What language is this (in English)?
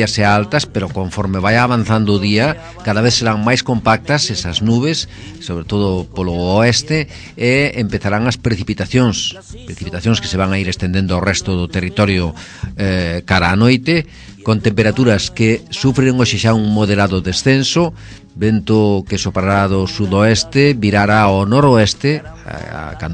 Galician